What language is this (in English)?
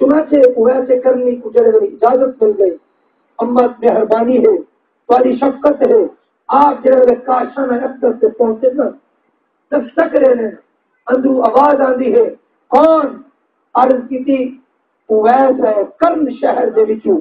Saraiki